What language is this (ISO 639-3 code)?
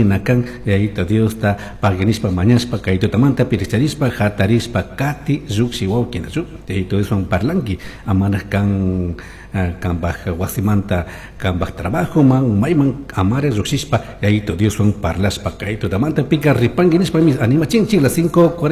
qug